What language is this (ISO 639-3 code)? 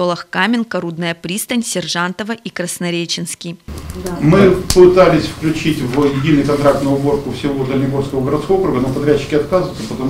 rus